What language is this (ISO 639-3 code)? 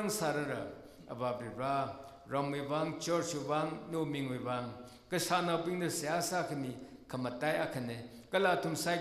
nmf